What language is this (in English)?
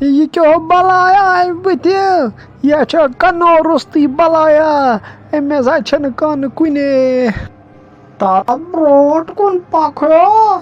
Kashmiri